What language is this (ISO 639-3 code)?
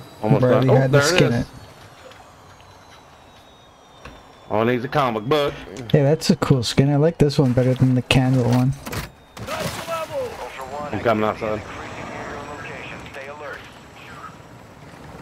eng